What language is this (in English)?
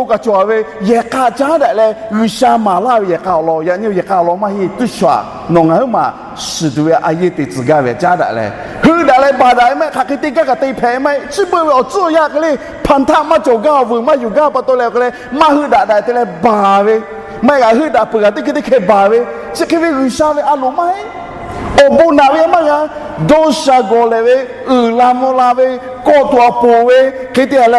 Lahu